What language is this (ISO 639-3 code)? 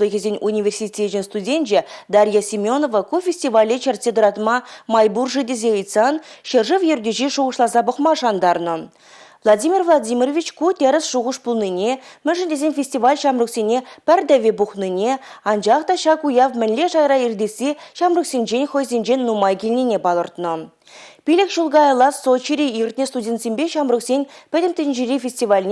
chv